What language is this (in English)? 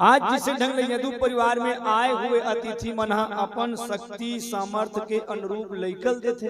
Chhattisgarhi